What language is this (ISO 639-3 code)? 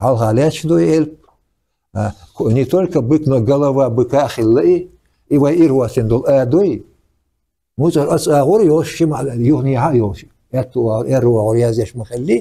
che